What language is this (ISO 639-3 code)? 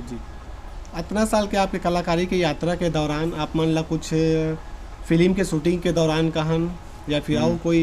hne